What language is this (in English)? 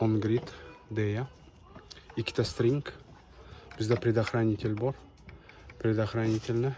Uzbek